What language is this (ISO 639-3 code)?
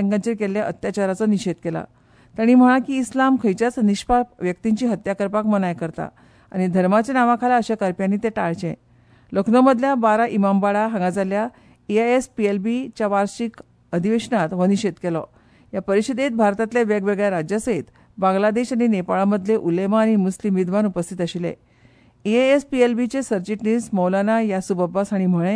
kok